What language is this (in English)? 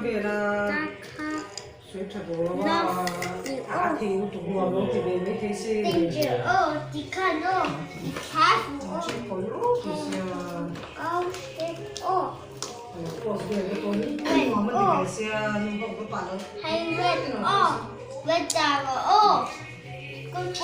Mizo